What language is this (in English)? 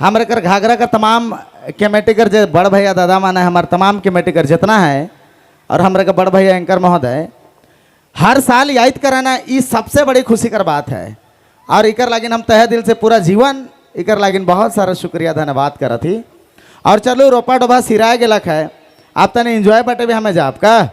Sadri